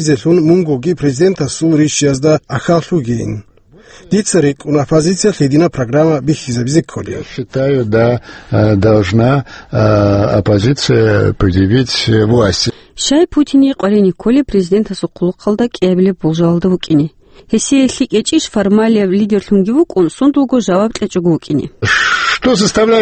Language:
Avaric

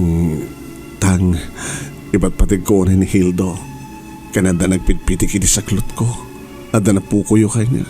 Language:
Iloko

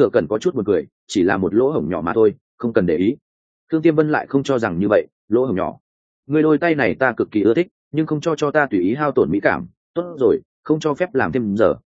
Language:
Vietnamese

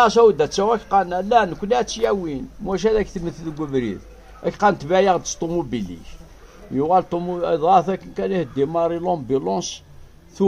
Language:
Kabyle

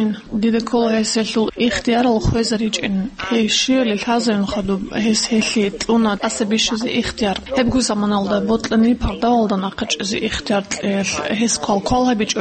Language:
Avaric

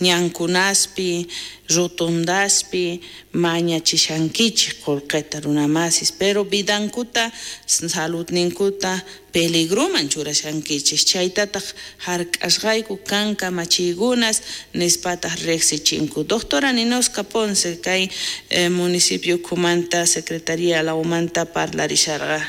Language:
South Bolivian Quechua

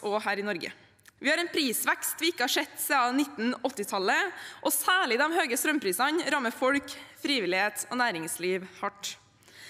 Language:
Norwegian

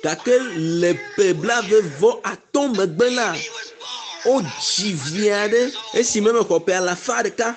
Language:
Ewe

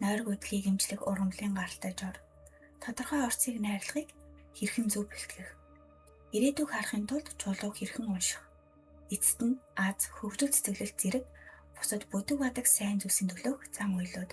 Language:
Mongolian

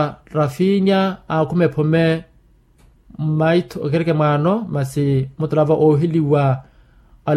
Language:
Makhuwa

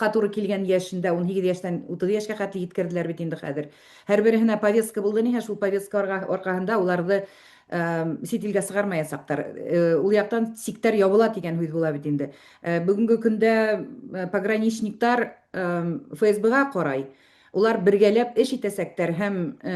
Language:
Bashkir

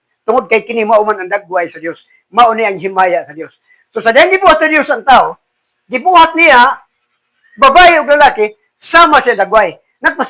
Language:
Cebuano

